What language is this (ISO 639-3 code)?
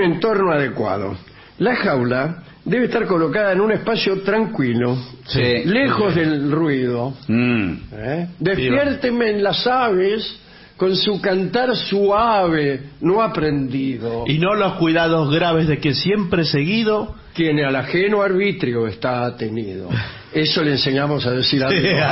spa